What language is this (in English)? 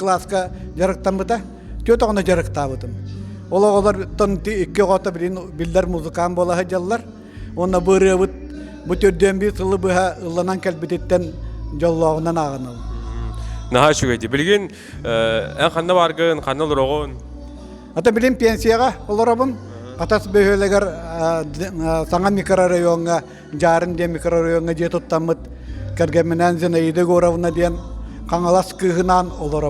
Yakut